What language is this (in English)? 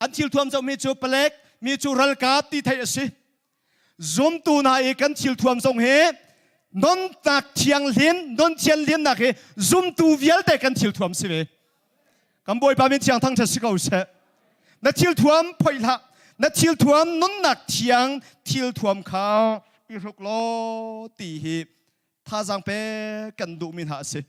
Hakha Chin